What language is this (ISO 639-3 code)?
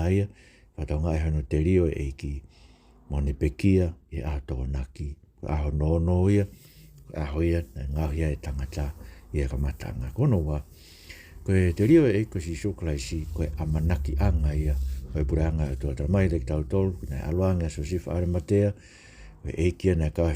ton